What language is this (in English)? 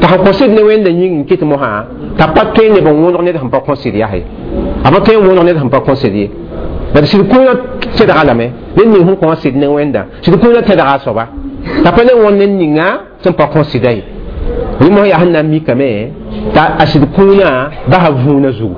Mossi